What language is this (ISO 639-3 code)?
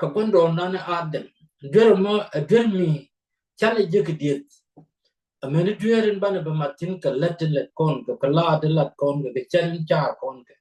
nus